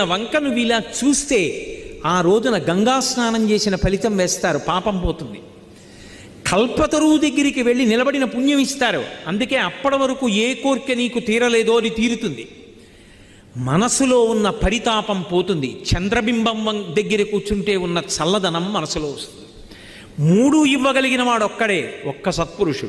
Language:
Telugu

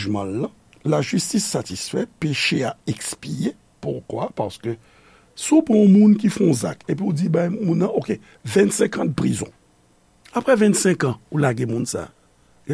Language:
Haitian Creole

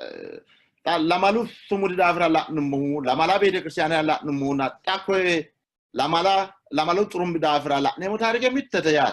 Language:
Sidamo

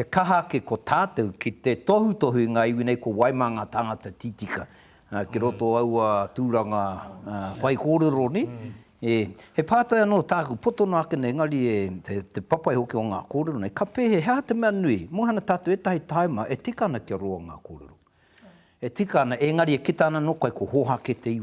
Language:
Māori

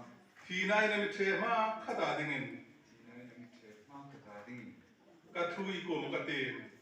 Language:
Hmar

